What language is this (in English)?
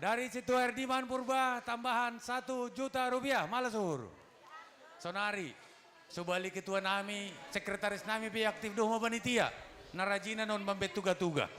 Batak Simalungun